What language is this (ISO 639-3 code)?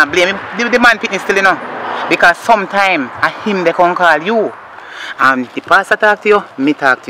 jam